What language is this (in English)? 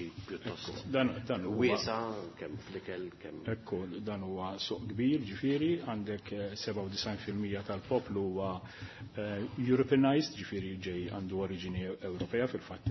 Maltese